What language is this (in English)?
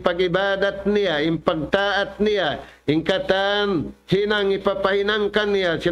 Tausug